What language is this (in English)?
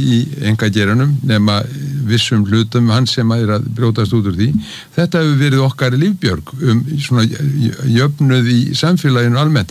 Icelandic